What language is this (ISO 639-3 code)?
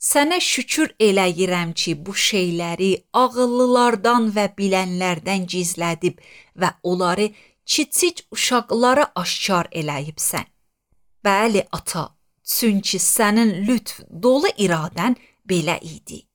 aze